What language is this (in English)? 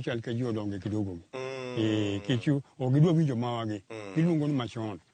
Luo (Kenya and Tanzania)